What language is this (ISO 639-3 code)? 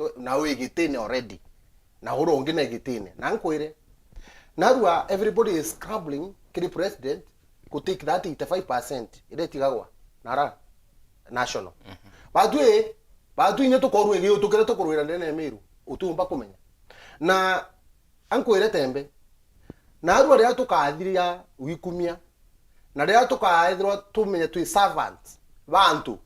mer